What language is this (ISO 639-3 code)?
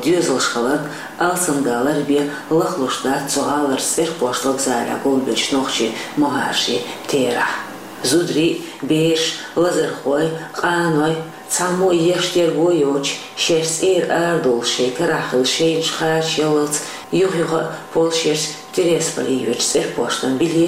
che